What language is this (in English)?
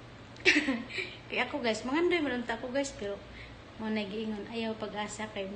Cebuano